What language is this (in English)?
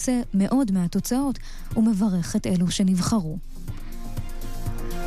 Hebrew